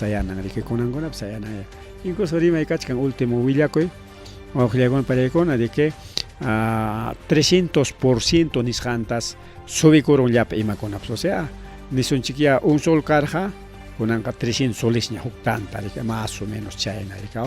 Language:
Ayacucho Quechua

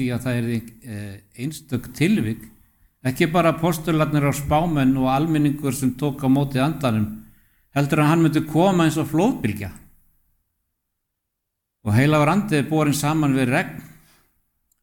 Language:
Icelandic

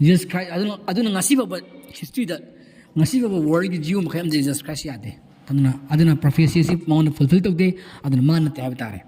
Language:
Manipuri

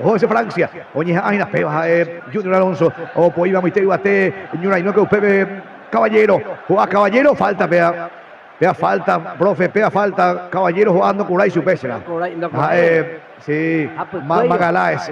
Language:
Guarani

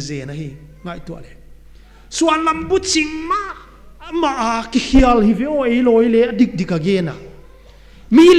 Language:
Paite Chin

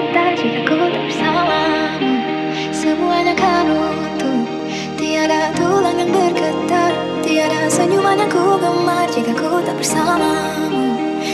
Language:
Malay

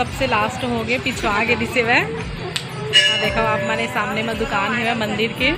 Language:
Chhattisgarhi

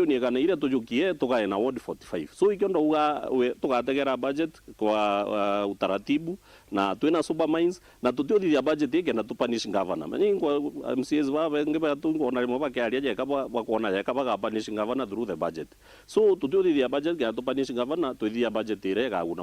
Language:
Meru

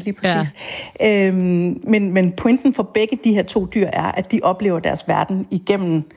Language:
Danish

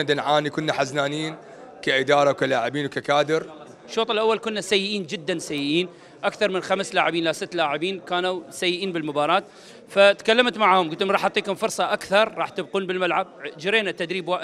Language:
Mesopotamian Arabic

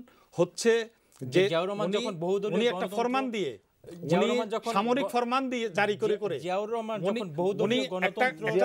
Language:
Bangla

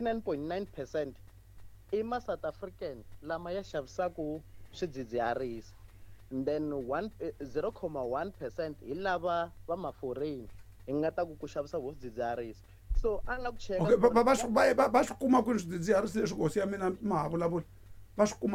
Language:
Tsonga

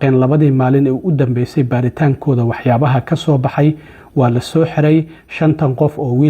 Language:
Somali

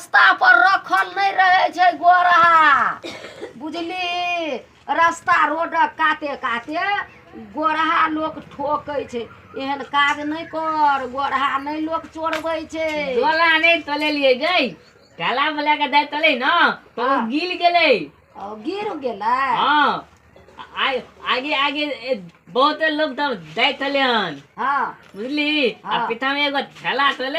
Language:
Maithili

